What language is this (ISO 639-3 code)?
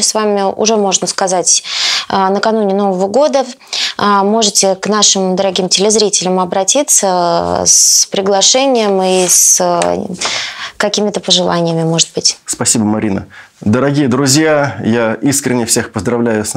rus